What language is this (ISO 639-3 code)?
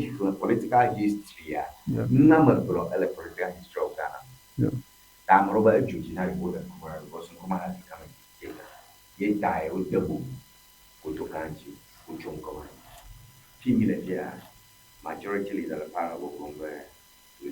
ewe